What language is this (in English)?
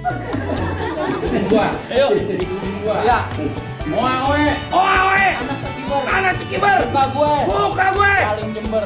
Betawi